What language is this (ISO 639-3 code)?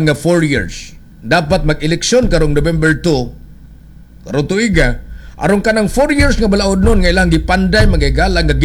ceb